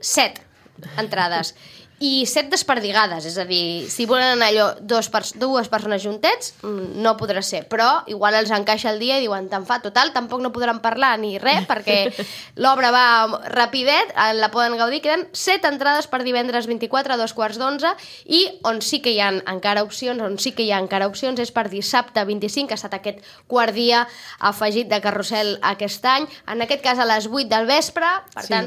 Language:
Catalan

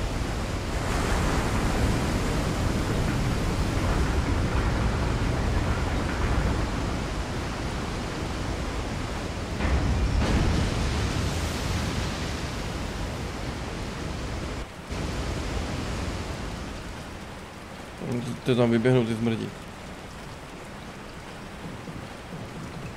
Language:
Czech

